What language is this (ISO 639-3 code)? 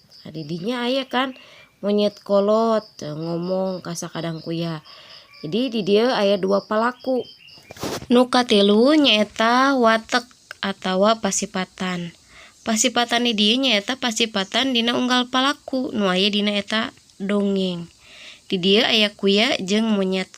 sun